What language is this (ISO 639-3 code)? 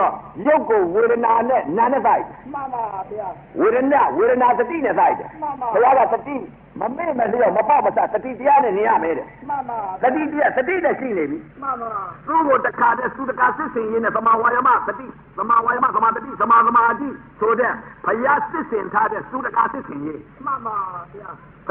mya